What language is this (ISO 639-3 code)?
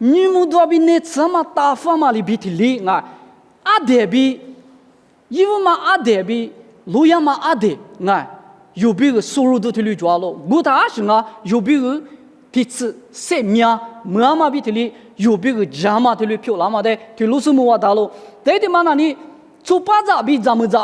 lis